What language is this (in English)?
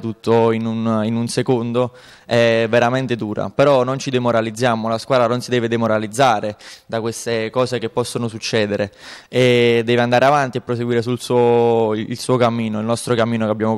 Italian